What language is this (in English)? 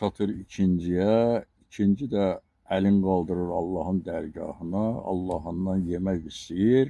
Azerbaijani